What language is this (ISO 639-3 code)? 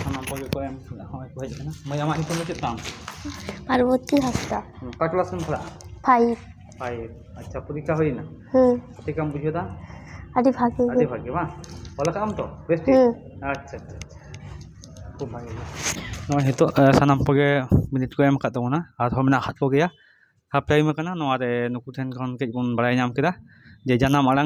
sat